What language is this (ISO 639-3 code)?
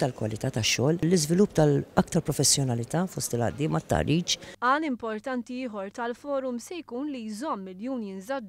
mlt